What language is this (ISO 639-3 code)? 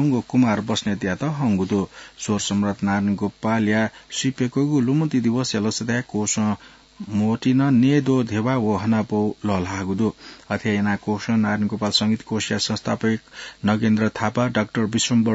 new